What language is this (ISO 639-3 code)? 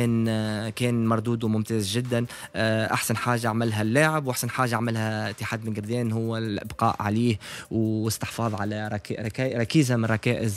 aeb